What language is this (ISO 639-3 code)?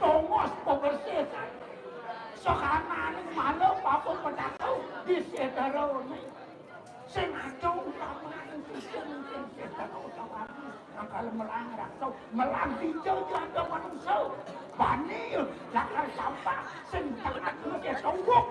ban